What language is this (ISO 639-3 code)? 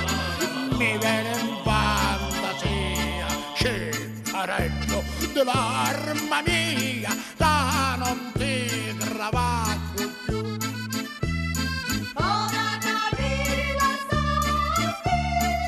ita